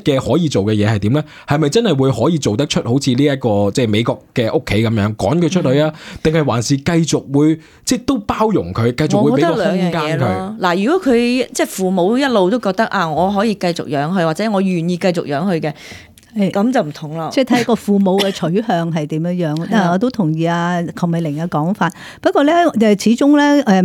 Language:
Cantonese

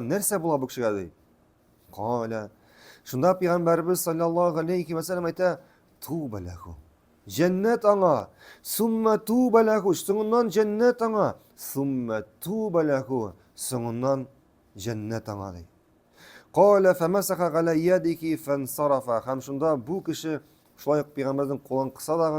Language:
Tatar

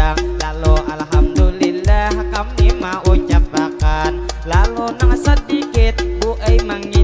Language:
Banjar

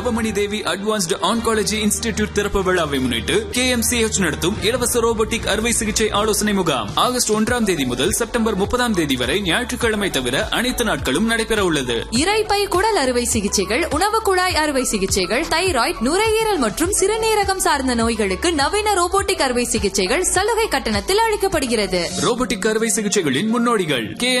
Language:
Tamil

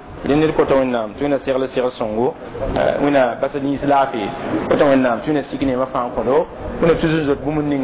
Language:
Mossi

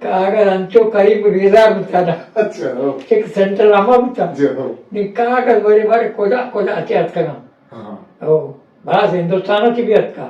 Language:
Eastern Balochi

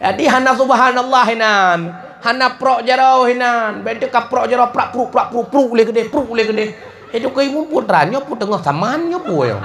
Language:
Achinese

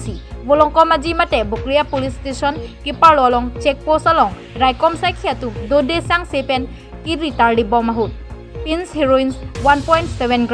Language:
Karbi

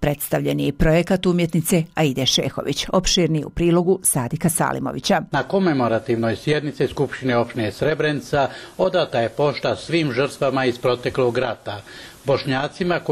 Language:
Bosnian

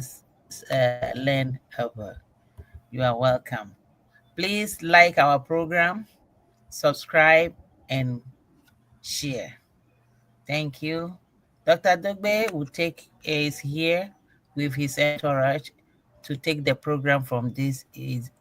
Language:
Ewe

